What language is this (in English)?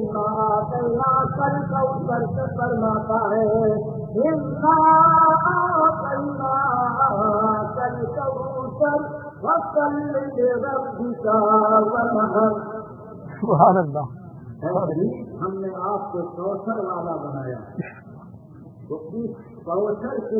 Urdu